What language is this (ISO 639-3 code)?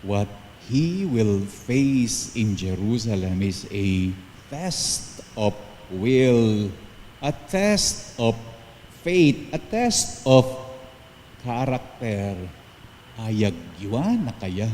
pam